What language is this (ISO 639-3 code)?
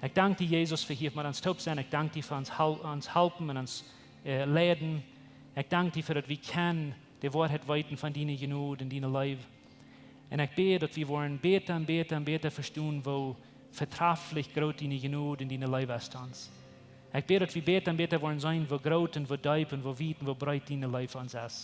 pdt